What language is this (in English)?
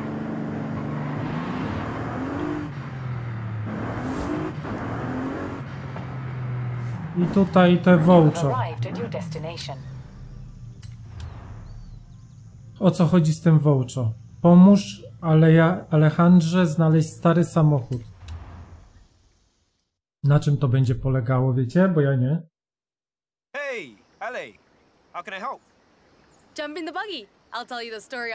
Polish